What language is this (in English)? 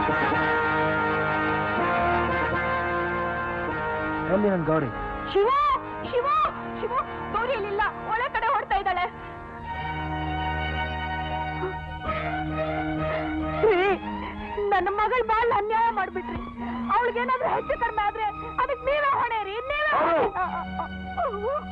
Kannada